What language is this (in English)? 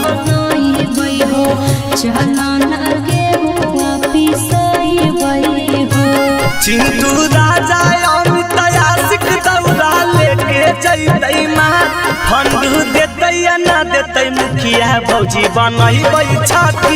Magahi